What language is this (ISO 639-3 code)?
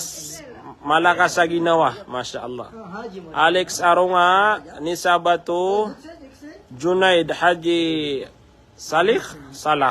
mrw